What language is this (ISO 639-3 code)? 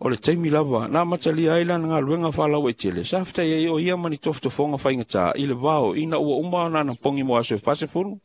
smo